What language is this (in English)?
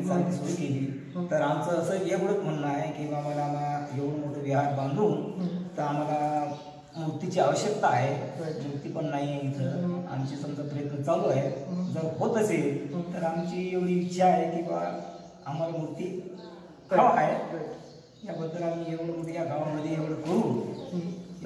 Marathi